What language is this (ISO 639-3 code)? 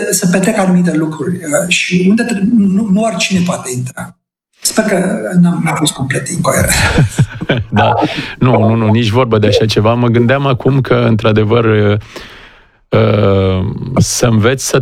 ron